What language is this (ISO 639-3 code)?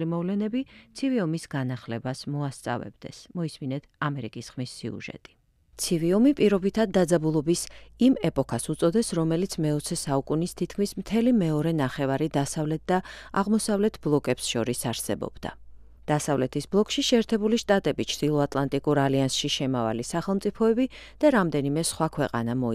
kat